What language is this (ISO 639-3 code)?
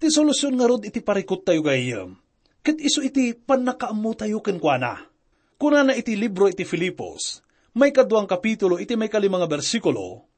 ilo